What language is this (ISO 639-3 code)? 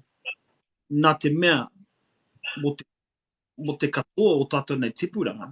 mri